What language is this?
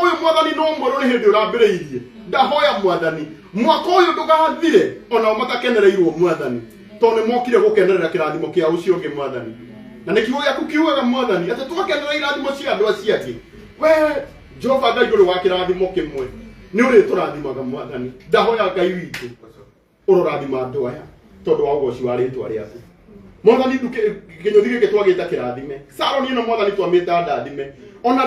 Kikuyu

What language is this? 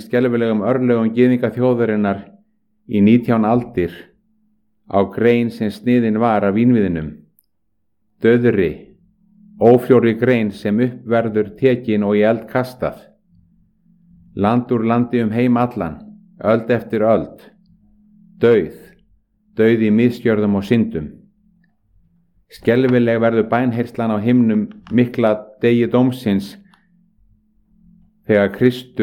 Icelandic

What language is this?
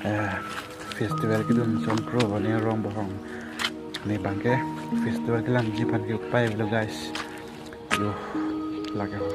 Karbi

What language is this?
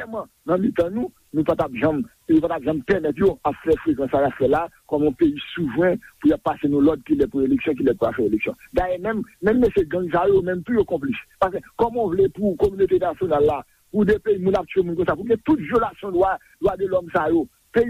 Haitian Creole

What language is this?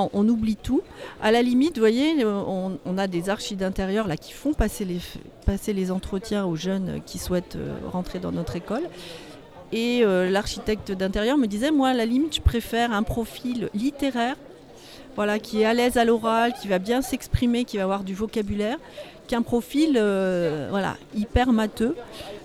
French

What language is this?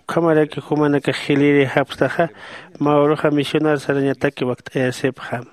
Aymara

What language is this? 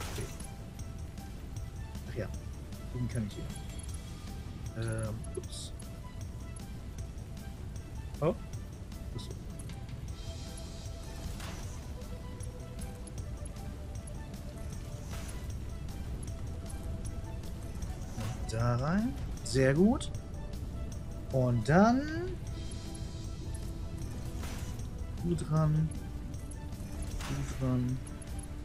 German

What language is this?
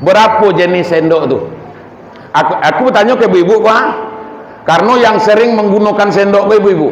Minangkabau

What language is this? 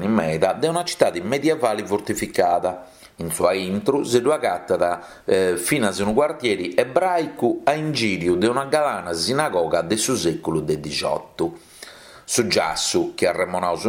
Sardinian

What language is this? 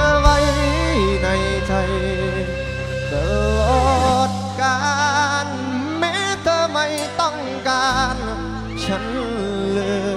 Thai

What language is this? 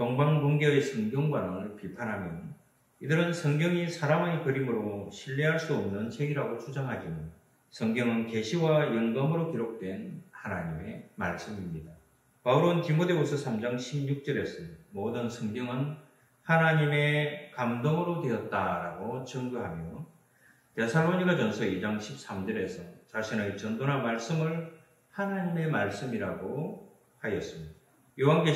Korean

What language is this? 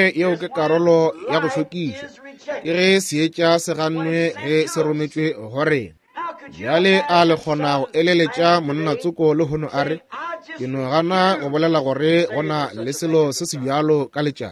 Northern Sotho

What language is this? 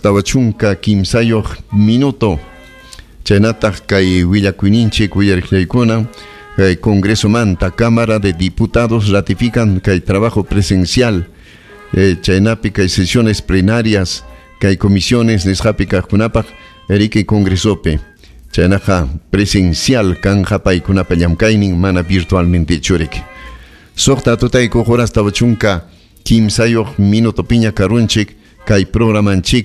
Ayacucho Quechua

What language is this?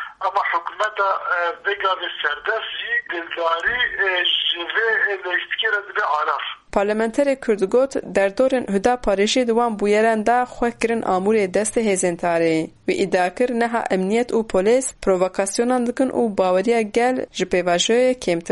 Kurdish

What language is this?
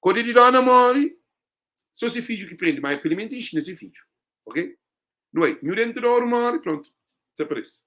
Kabuverdianu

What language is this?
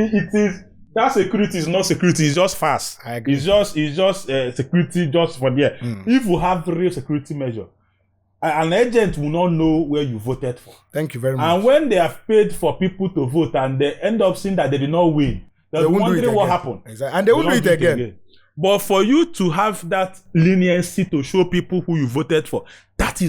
Igbo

